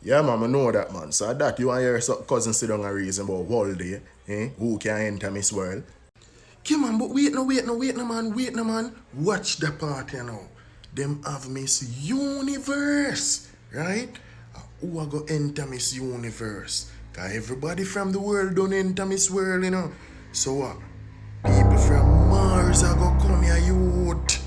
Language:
Jamaican Creole English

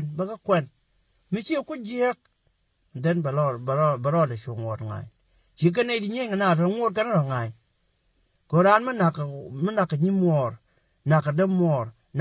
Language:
Nuer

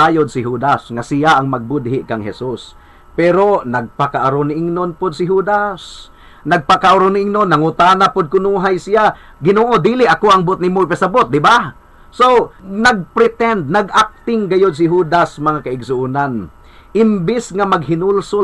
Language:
Cebuano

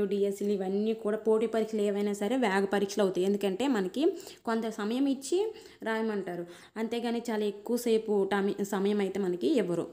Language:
Telugu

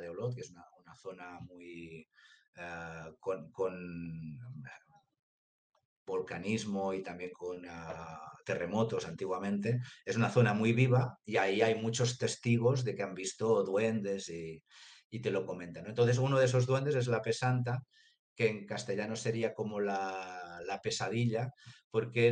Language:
Spanish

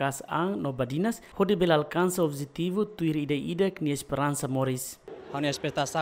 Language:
Tetum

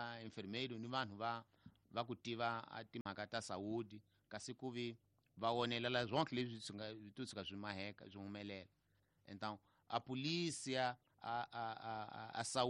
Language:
Tsonga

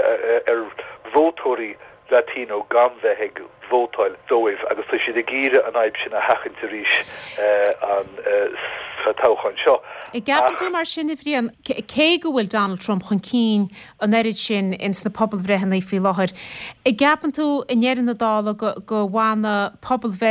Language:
Irish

